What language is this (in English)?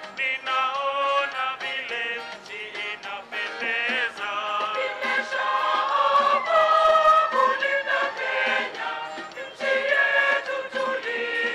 Swahili